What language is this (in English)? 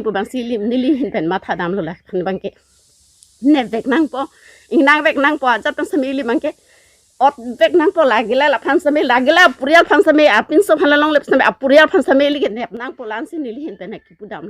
Karbi